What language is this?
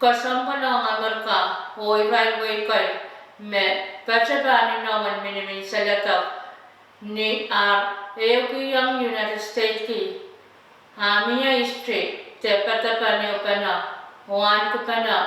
Pohnpeian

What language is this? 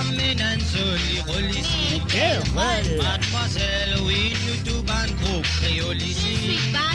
Morisyen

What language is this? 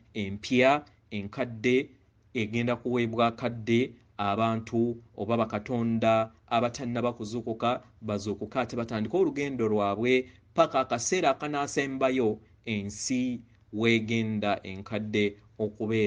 Ganda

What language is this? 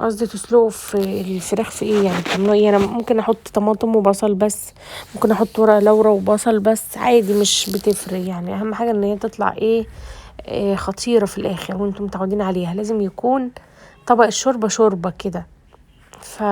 Egyptian Arabic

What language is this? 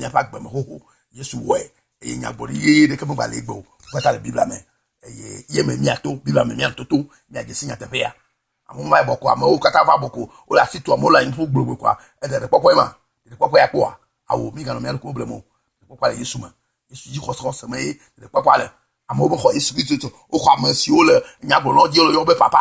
Ewe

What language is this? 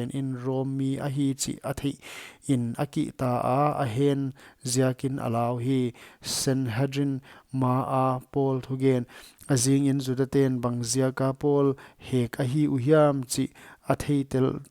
Paite Chin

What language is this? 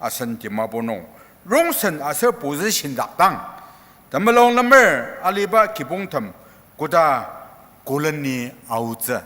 Ao Naga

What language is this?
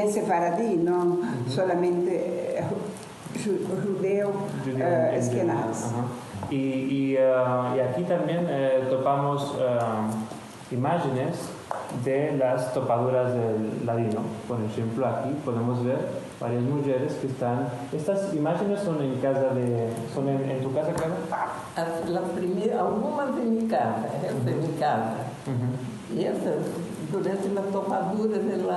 Ladino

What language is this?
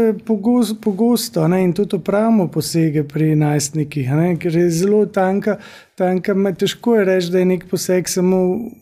Slovenian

